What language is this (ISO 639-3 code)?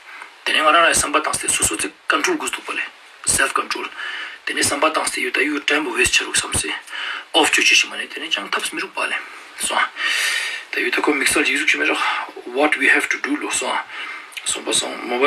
lbj